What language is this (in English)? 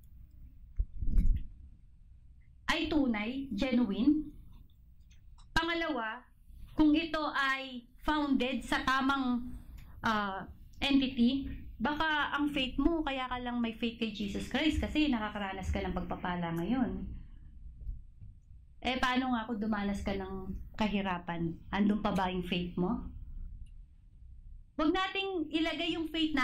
Filipino